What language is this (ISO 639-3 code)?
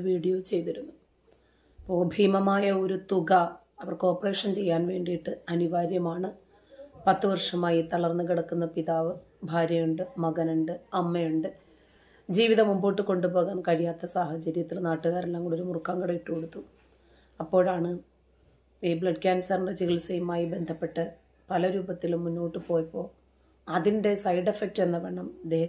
mal